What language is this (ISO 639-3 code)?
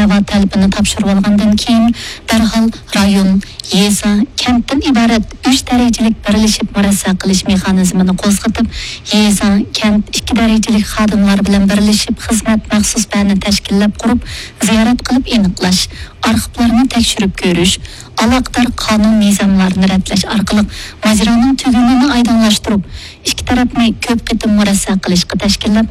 uig